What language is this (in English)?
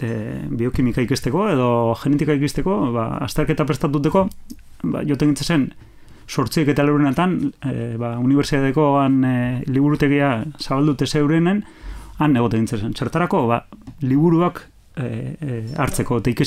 Basque